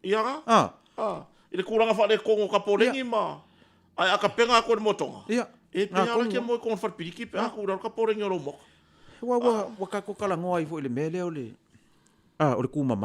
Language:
Samoan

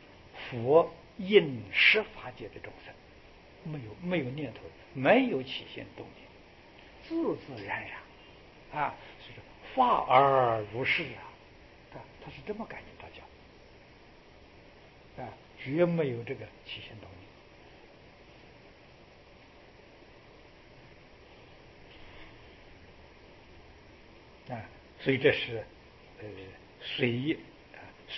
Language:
Chinese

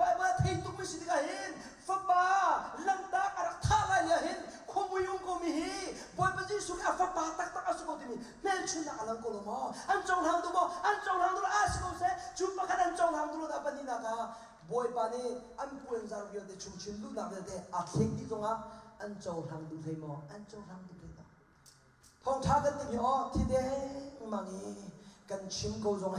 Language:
Hakha Chin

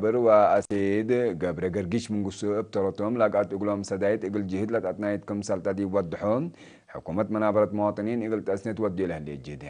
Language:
Tigre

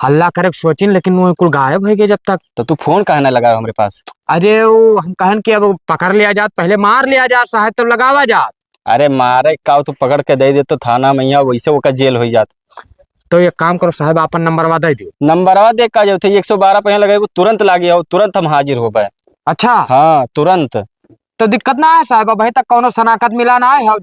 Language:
Awadhi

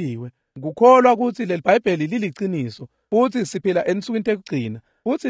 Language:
Swati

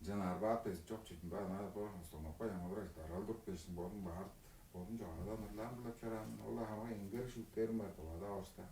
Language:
Tuvinian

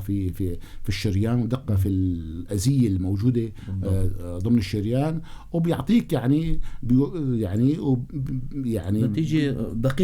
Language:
North Levantine Arabic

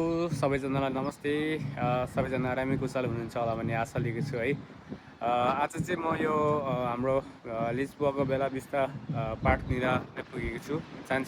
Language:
Nepali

